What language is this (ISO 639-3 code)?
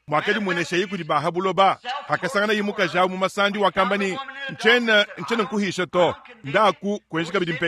lua